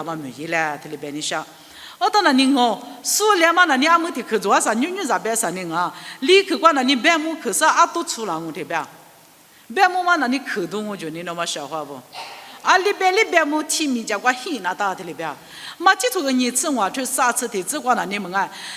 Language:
Lisu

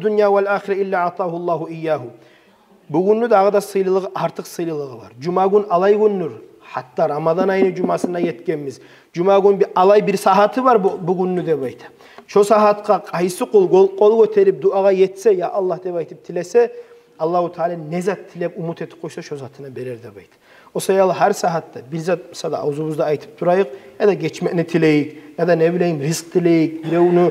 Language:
Kumyk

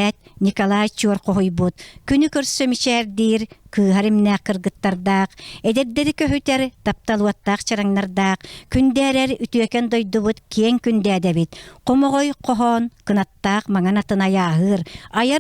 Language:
Yakut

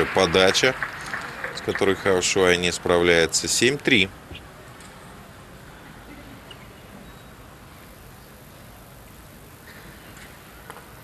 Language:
Russian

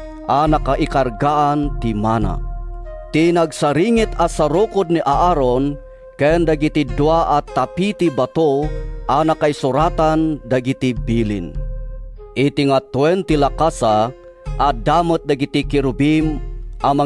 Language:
Iloko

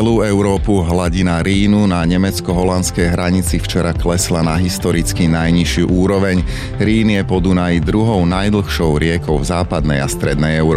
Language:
Slovak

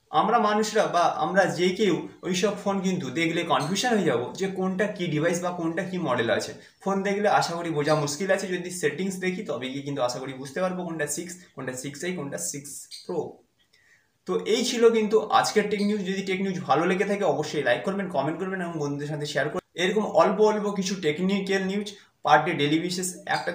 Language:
Bangla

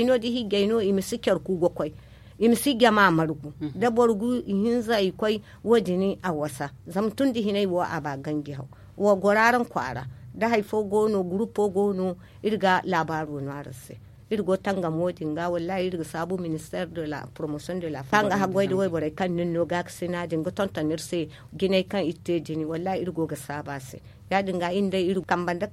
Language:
Zarma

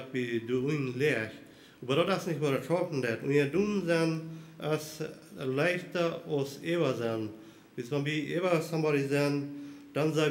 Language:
Plautdietsch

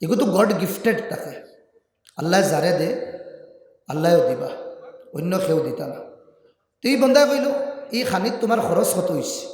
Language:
Sylheti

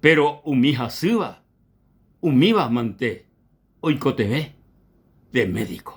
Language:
Guarani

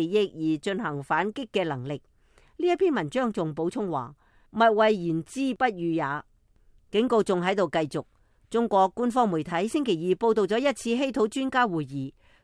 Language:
Cantonese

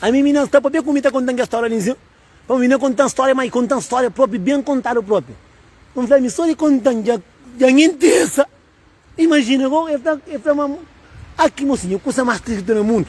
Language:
Kabuverdianu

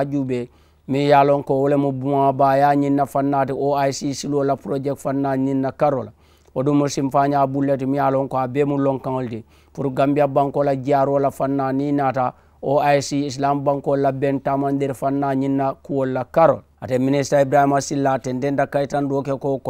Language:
Mandingo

